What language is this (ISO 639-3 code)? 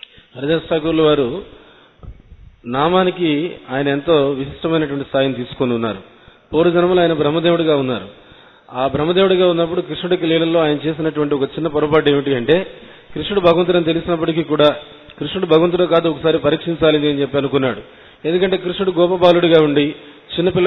tel